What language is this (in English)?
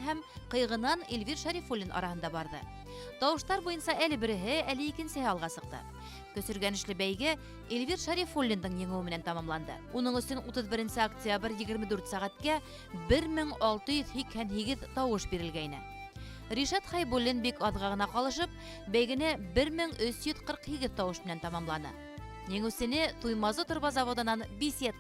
Bashkir